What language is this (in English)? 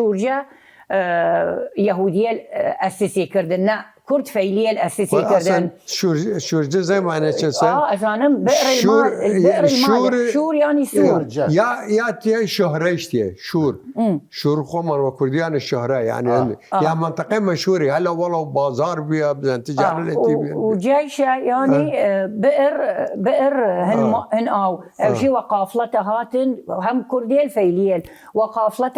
Southern Kurdish